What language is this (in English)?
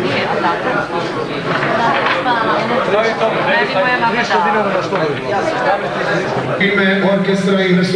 Serbian